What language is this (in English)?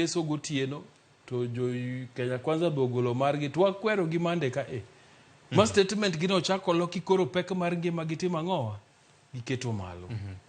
Luo (Kenya and Tanzania)